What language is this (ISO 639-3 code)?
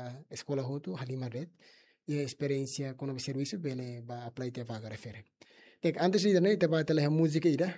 tet